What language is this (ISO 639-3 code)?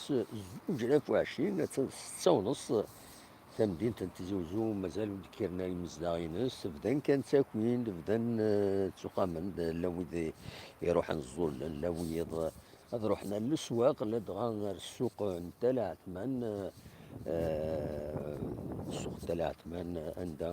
kab